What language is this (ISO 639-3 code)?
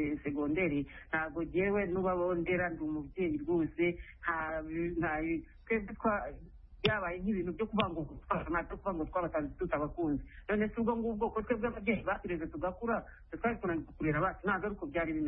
kin